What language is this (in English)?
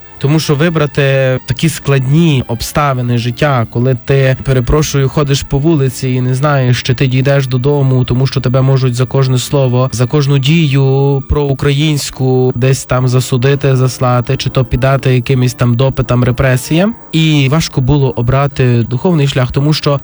Ukrainian